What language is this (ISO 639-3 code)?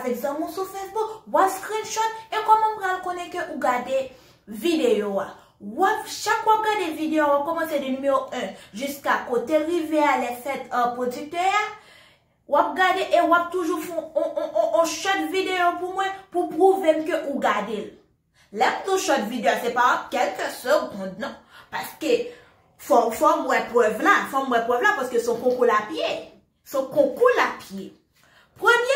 hat